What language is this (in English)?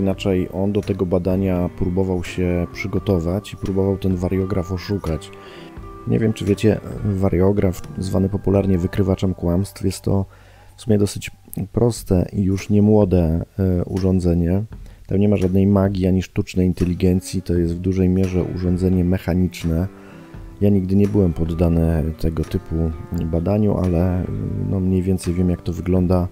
Polish